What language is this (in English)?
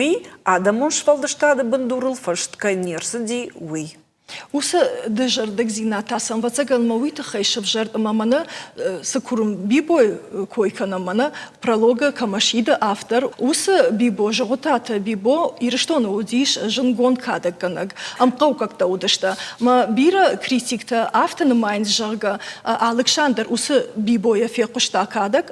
Ossetic